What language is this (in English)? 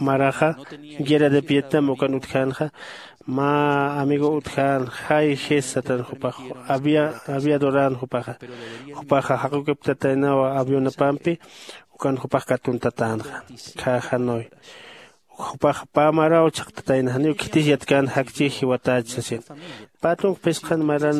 Aymara